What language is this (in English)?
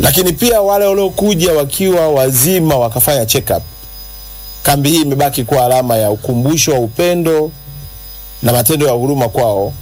Swahili